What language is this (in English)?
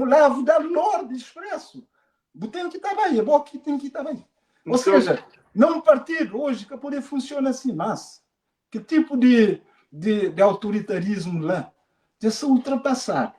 Kabuverdianu